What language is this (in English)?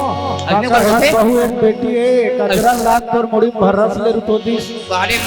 Chhattisgarhi